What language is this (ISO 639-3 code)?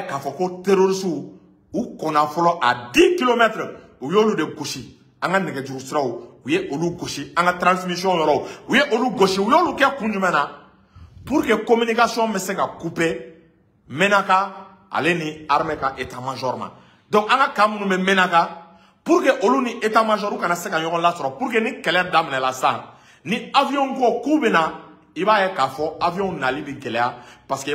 bam